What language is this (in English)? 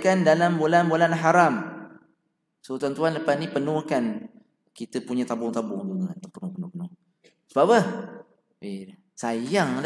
Malay